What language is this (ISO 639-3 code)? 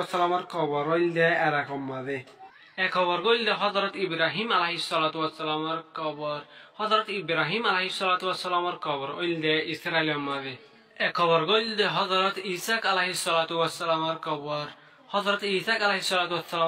rhg